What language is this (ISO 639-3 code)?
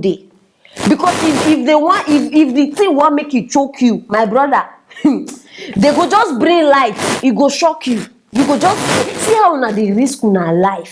pcm